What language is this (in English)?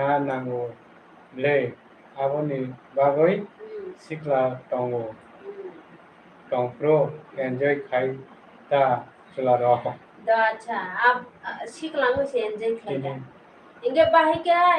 Kok Borok